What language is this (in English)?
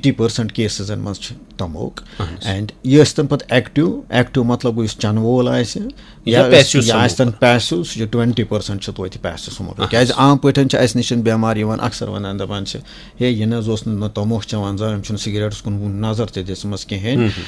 Kashmiri